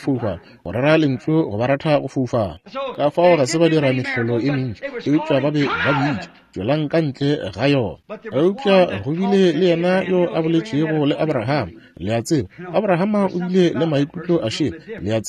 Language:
Northern Sotho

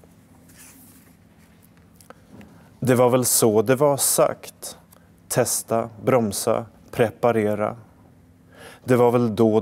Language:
Swedish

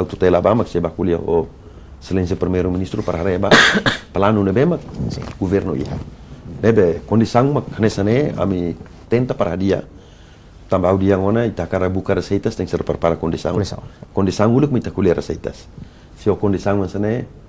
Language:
Tetum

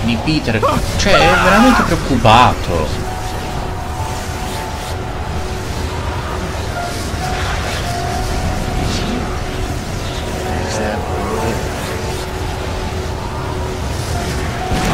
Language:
Italian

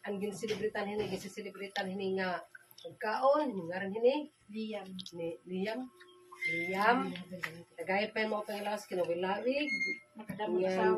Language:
Waray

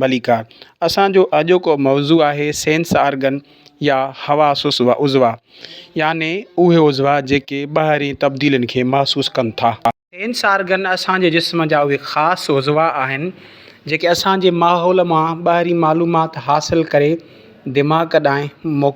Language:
Sindhi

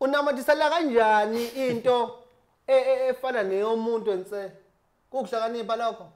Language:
Zulu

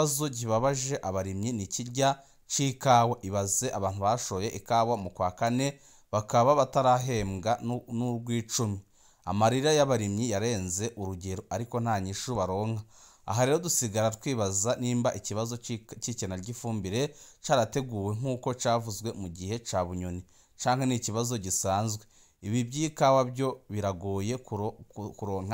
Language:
Rundi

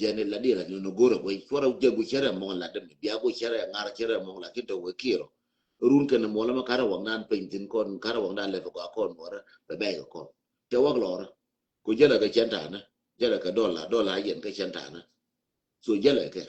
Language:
Nuer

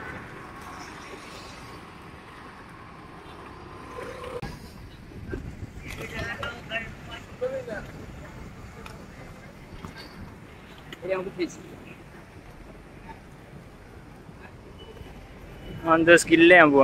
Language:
Malayalam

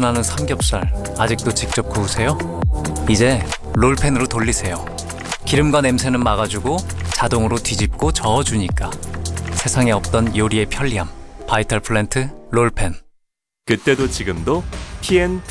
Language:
Korean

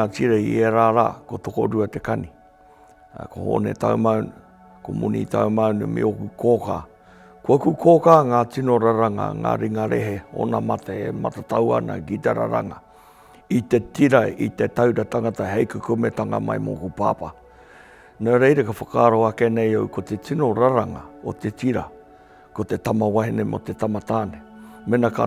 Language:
Māori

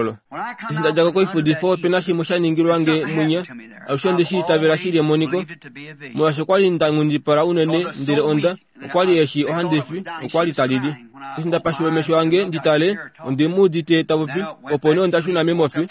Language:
Kuanyama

